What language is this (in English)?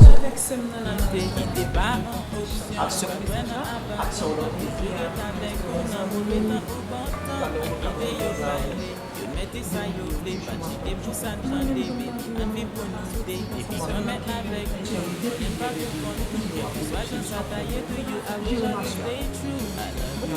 Haitian Creole